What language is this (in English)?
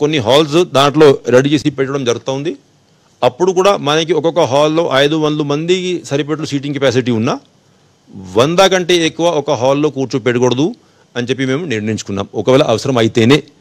Telugu